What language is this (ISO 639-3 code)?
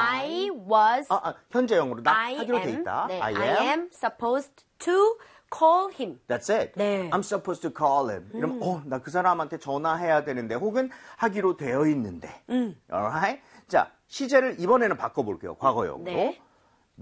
kor